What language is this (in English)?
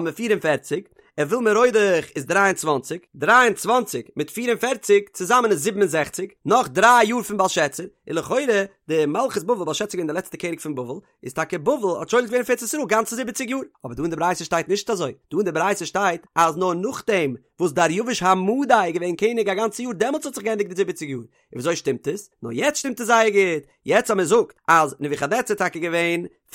Yiddish